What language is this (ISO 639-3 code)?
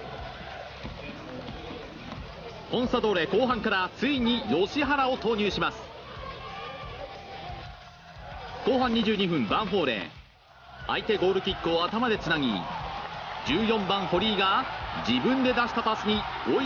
jpn